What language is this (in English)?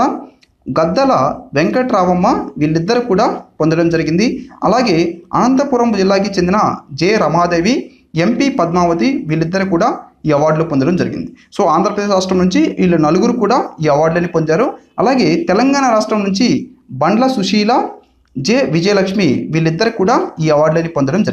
Telugu